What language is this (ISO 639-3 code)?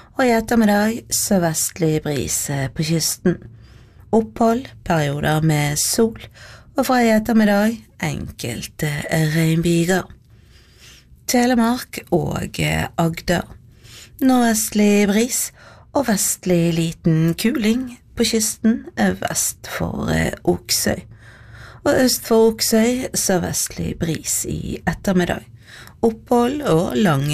nor